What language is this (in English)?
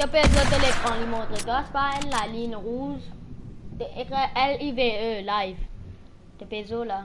Morisyen